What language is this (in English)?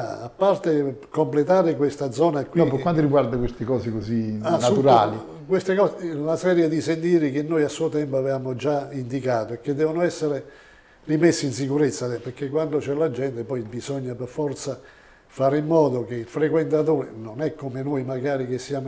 Italian